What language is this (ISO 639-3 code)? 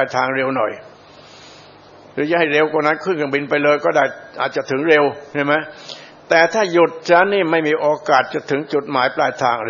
tha